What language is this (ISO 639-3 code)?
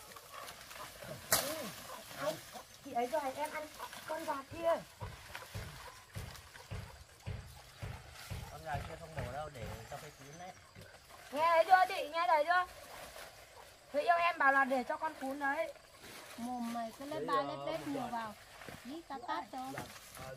vie